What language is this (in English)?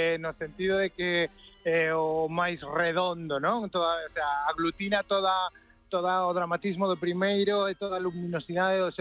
Galician